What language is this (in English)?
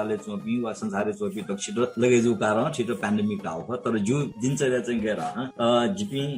Newari